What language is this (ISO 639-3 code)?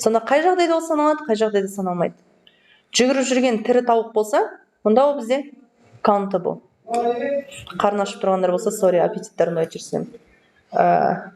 kaz